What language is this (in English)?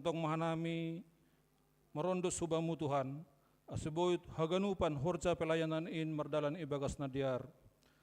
Batak Simalungun